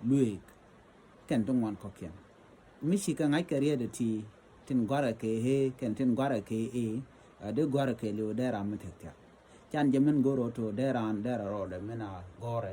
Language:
Nuer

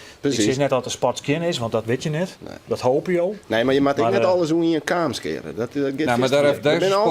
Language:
Western Frisian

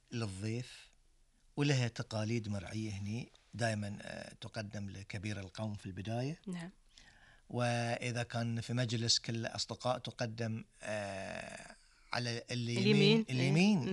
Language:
Gulf Arabic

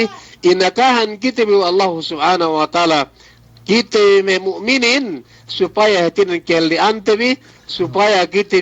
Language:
Yakan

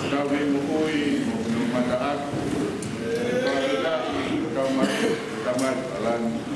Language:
Tongan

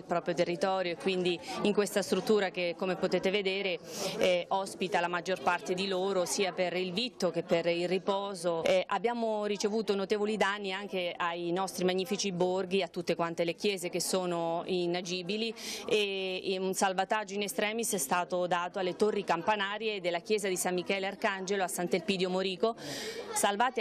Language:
Italian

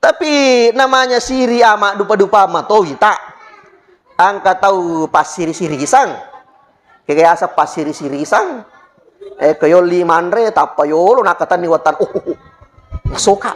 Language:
Buginese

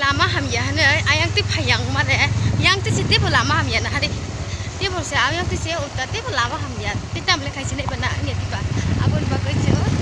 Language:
Kok Borok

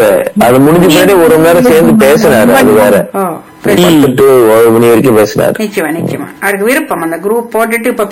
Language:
Tamil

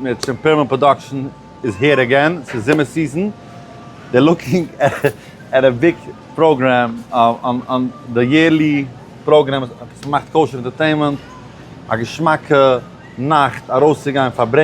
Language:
Yiddish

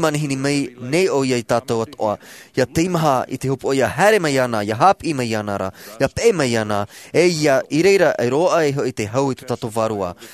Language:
Tahitian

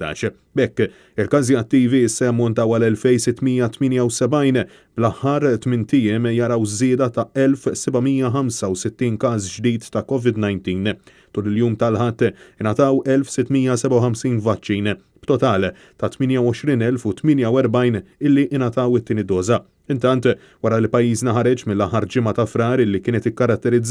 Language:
Maltese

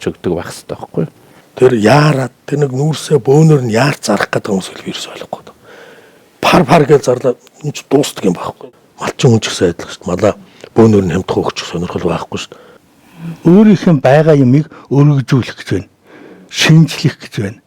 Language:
Mongolian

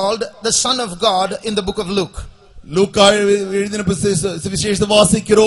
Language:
Tamil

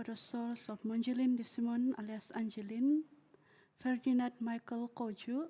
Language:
Central Dusun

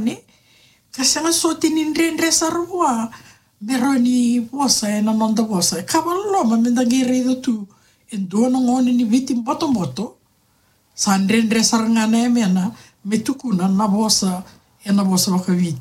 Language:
Fijian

